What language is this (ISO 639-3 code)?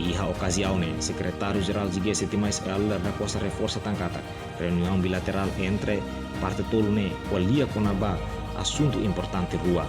tet